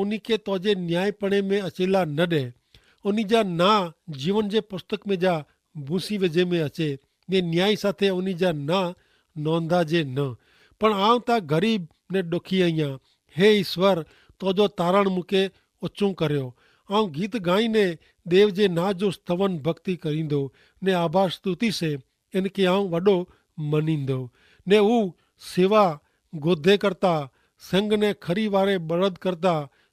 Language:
Kachhi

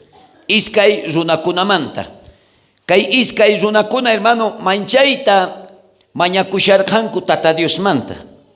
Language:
South Bolivian Quechua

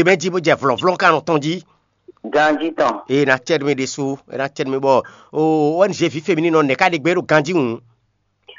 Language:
Fon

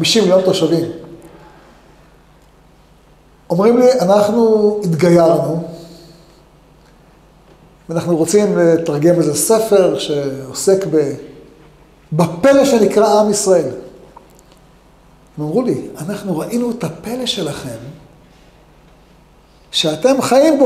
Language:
Hebrew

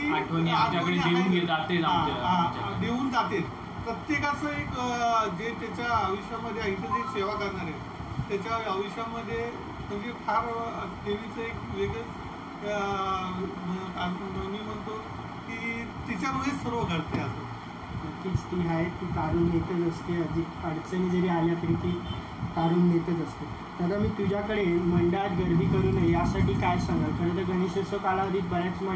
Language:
Marathi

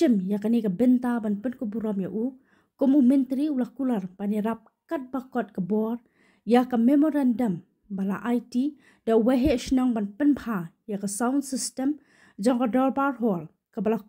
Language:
Khasi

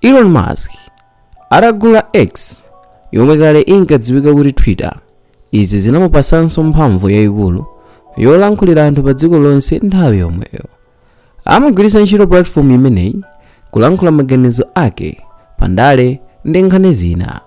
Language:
Nyanja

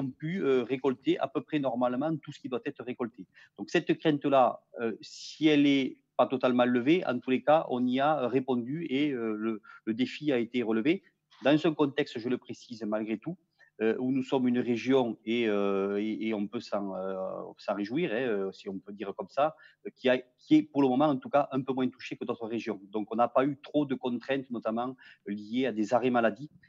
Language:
French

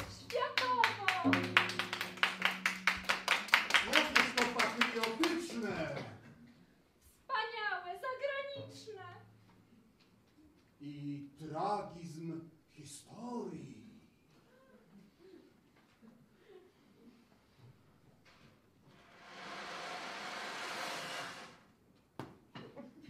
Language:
Polish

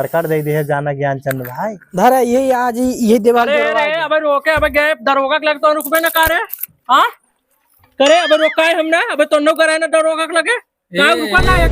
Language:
Awadhi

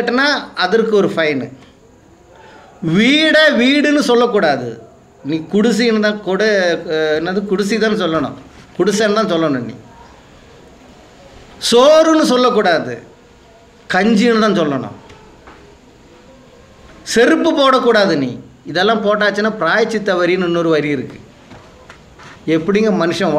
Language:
Tamil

